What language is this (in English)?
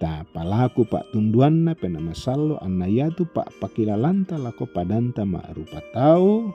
Toraja-Sa'dan